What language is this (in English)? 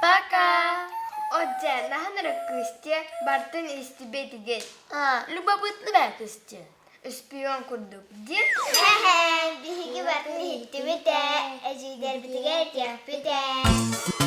Yakut